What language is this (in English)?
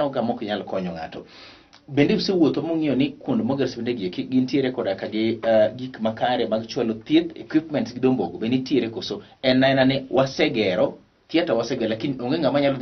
Luo (Kenya and Tanzania)